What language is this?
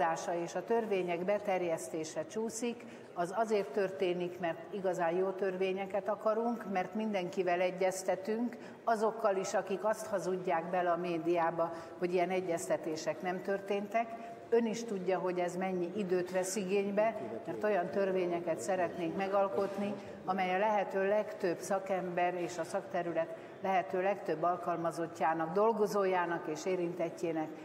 Hungarian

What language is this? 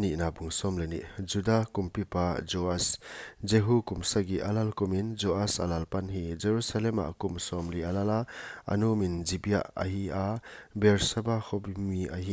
Paite Chin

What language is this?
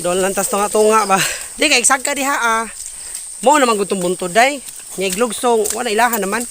Cebuano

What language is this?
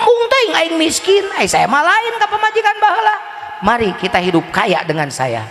Sundanese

